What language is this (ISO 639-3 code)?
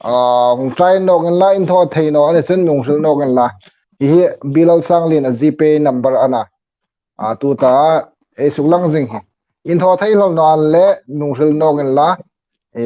hmr